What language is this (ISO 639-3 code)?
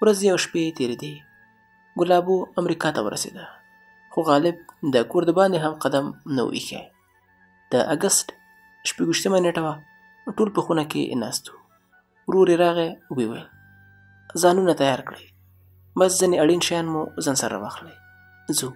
pus